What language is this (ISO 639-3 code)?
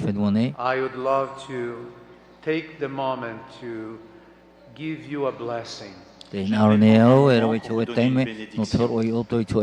tah